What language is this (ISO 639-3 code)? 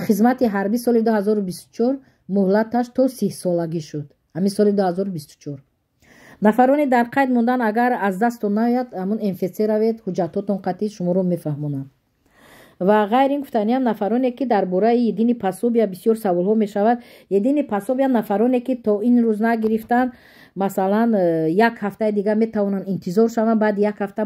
tgk